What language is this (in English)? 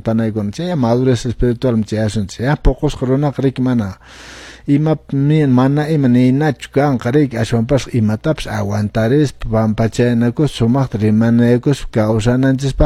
Quechua